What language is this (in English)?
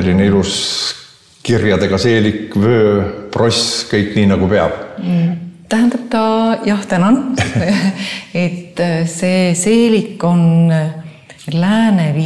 Estonian